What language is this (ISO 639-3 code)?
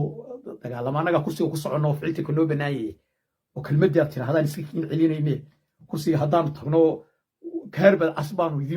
som